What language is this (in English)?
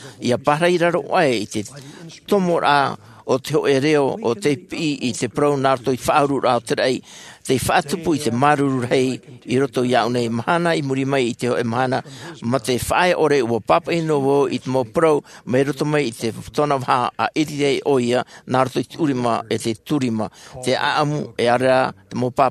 Tahitian